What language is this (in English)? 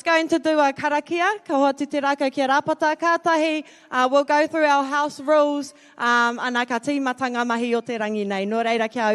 Māori